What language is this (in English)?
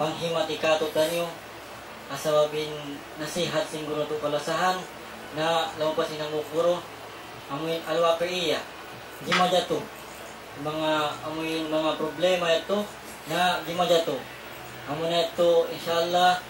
Tausug